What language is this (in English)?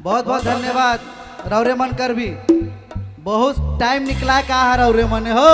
Sadri